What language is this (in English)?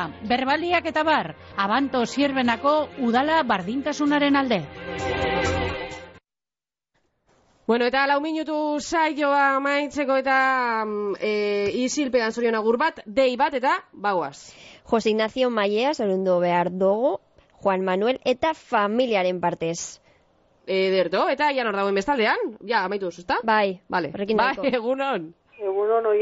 Basque